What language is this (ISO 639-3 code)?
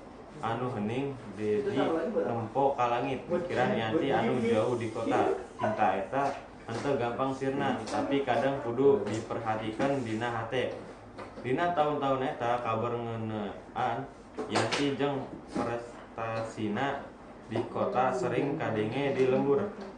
sun